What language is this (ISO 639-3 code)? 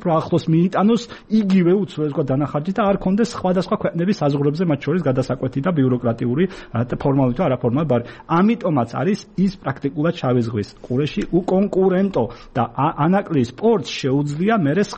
kat